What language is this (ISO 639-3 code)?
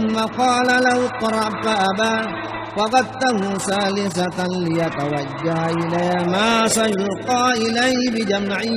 bug